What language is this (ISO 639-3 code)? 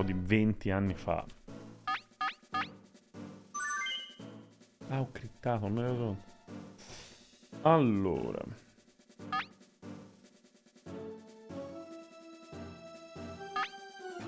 ita